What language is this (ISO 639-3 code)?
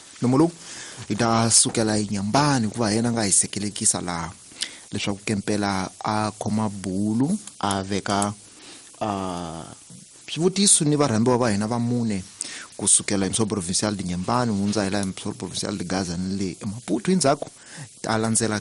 tso